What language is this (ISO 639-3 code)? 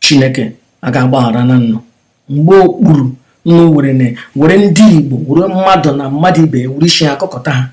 ibo